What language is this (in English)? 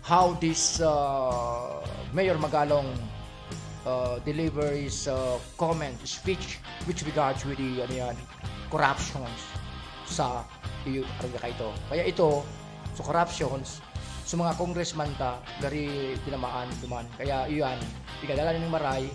Bikol